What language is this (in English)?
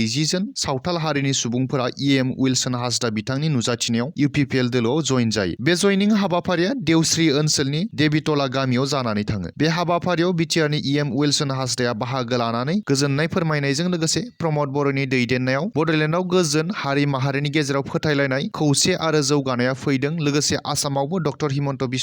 Bodo